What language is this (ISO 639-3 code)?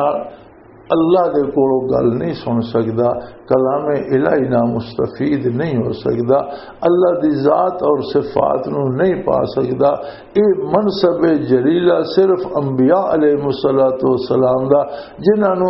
lah